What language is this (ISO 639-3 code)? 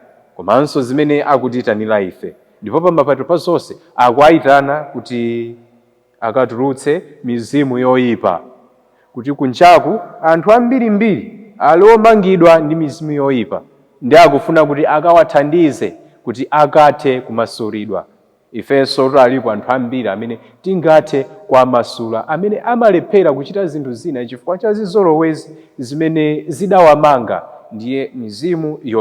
nya